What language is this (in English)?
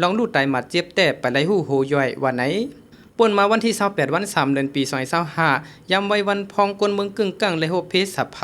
Shan